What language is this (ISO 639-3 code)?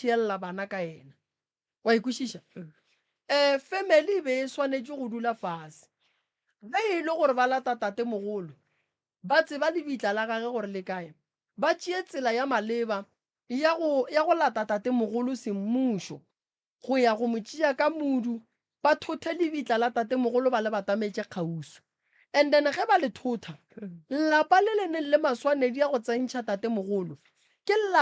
nso